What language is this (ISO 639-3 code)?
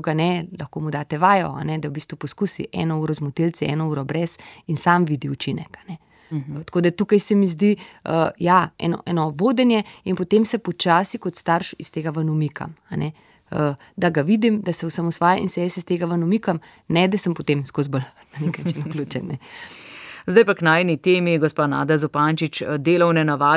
slv